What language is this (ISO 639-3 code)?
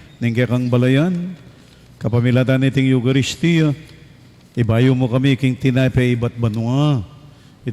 pam